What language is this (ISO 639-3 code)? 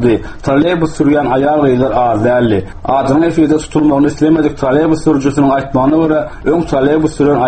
tuk